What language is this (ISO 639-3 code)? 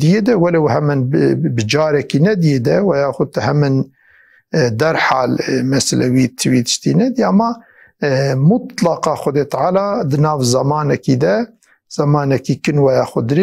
kur